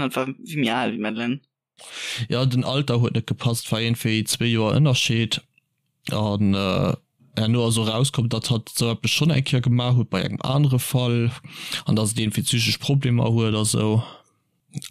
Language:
Luxembourgish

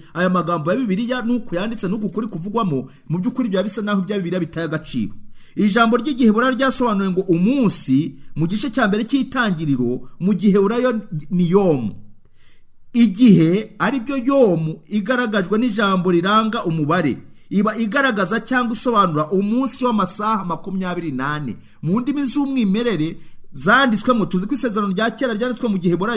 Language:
Kinyarwanda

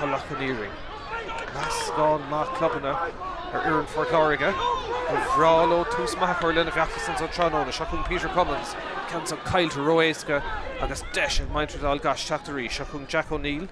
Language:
Irish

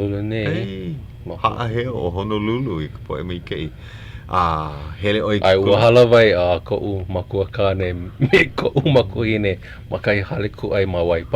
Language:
Hawaiian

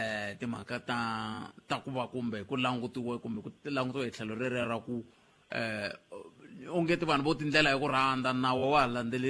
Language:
Tsonga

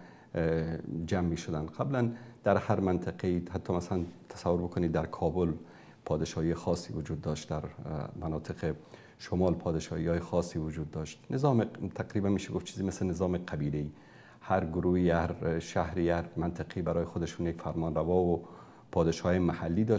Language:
Persian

